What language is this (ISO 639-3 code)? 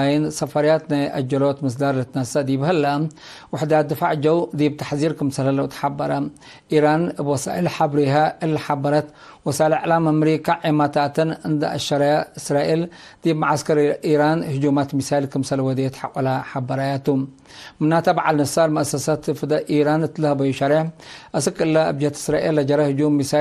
tig